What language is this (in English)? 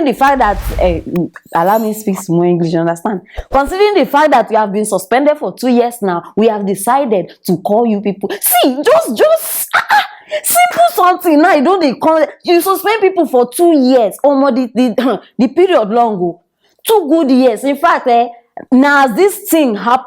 Nigerian Pidgin